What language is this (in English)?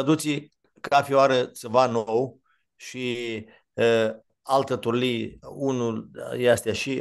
Aromanian